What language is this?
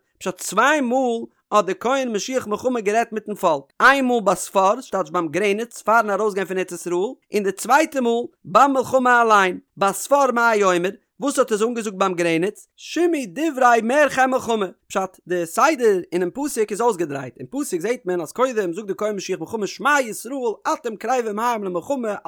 Yiddish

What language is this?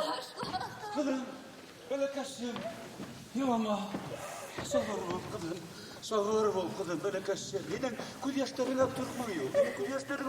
Bashkir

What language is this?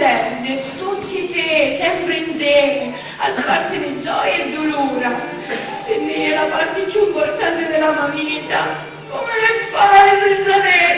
Sicilian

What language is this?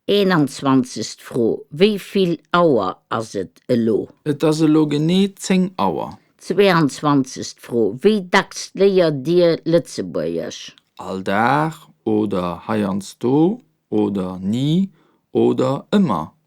Luxembourgish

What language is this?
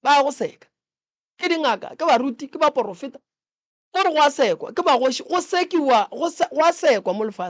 Northern Sotho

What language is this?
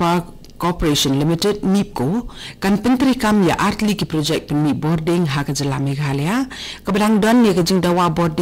Khasi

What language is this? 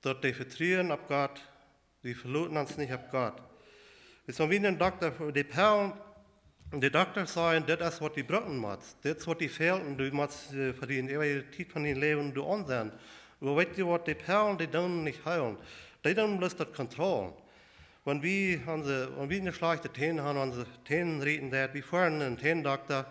Plautdietsch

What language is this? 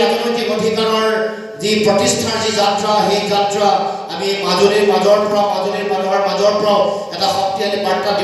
Assamese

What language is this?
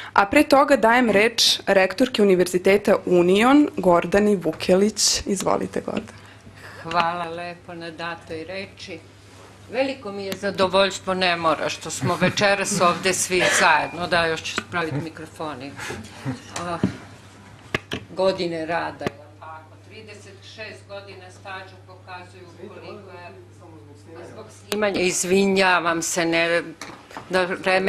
Serbian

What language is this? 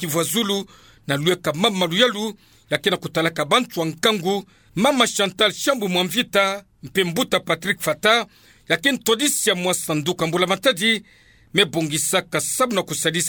Kituba (Democratic Republic of Congo)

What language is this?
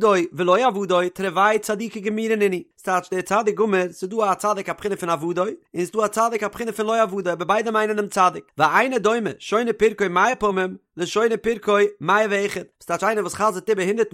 Yiddish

